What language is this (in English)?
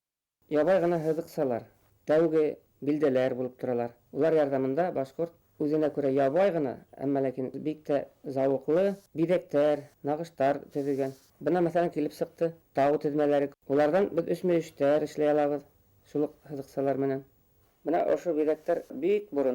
Bashkir